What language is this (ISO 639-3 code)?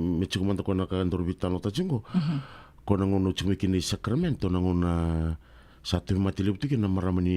fij